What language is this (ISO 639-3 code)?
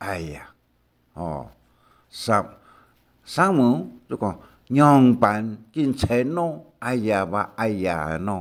hak